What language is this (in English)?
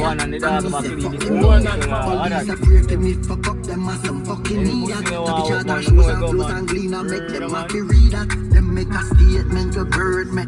Jamaican Creole English